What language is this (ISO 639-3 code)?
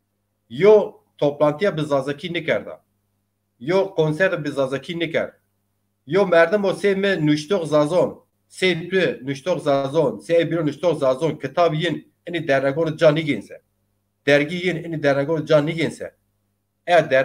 zza